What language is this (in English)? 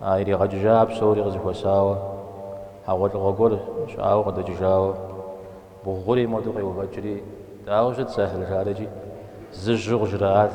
Kabardian